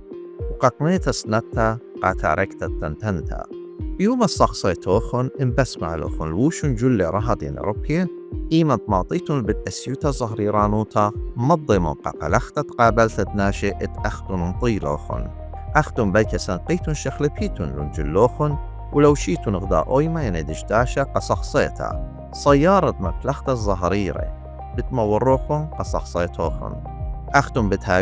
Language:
Assyrian Neo-Aramaic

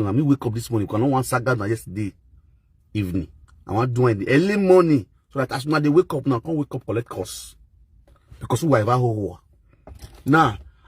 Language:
Nigerian Pidgin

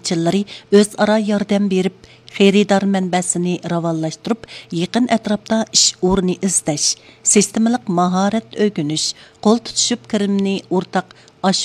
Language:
Uyghur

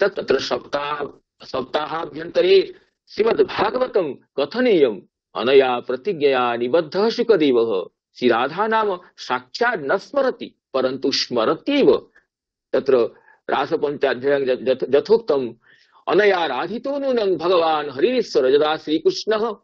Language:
Sanskrit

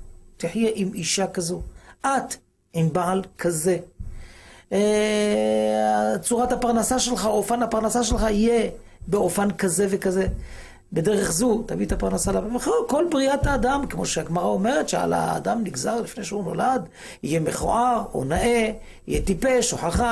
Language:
Hebrew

